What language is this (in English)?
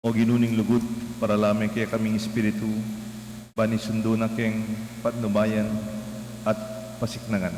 Pampanga